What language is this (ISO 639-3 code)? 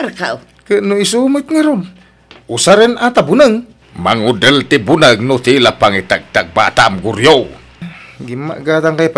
ilo